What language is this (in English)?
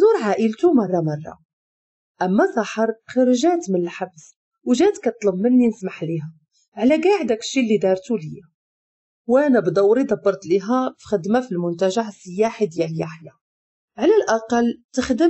Moroccan Arabic